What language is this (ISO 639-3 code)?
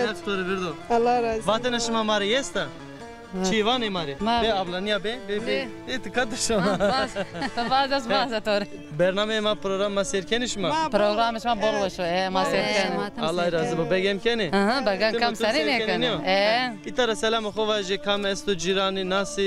zza